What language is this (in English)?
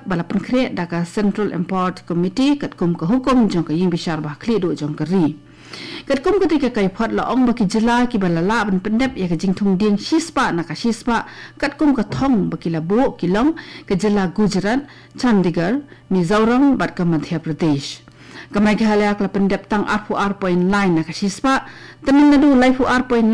Khasi